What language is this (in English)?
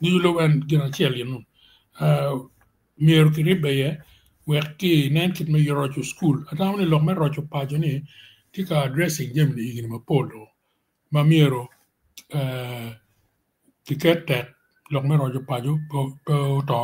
Acoli